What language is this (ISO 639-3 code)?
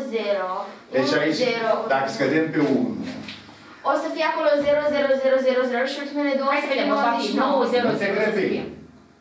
ron